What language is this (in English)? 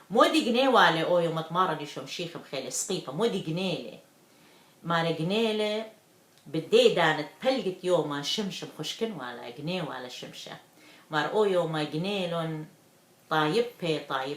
Assyrian Neo-Aramaic